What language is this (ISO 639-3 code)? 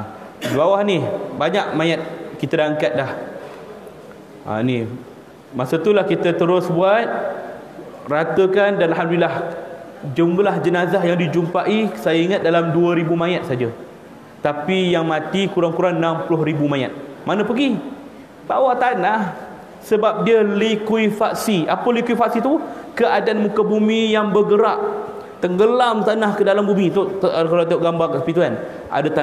msa